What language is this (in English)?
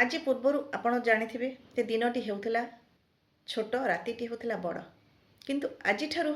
Odia